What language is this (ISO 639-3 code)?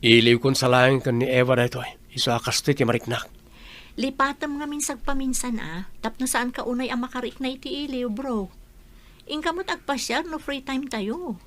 ilo